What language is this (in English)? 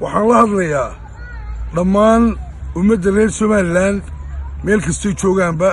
Somali